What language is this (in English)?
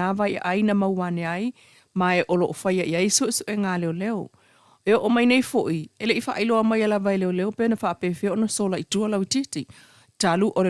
Samoan